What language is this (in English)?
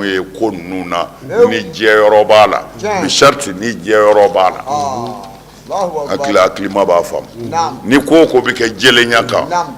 Bambara